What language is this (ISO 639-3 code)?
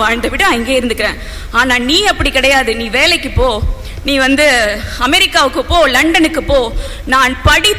tam